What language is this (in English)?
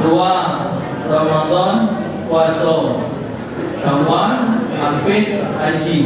Musi